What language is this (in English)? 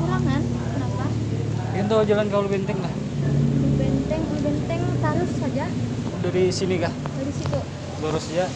Banjar